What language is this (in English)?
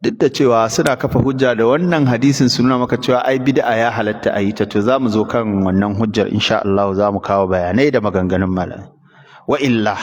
Hausa